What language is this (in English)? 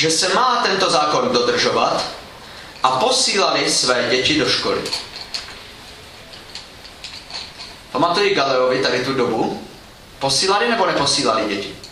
Czech